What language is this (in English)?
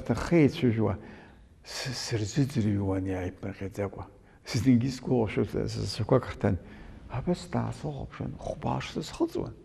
Abkhazian